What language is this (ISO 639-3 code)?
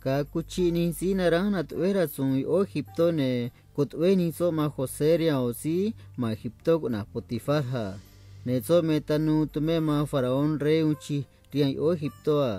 trc